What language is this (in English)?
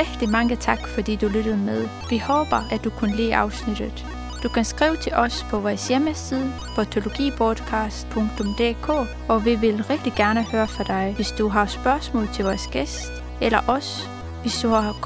Danish